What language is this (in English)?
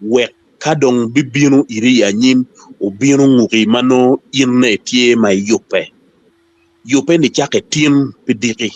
Acoli